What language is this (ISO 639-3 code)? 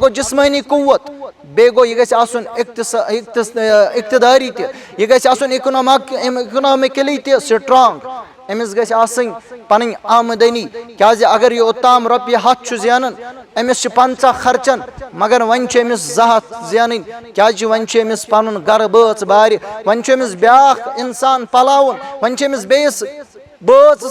kas